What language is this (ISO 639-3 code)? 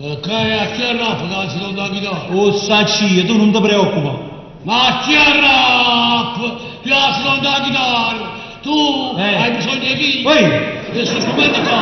nap